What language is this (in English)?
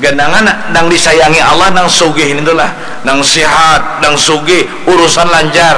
Banjar